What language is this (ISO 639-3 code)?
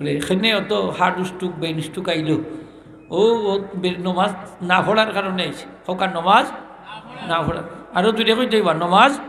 syl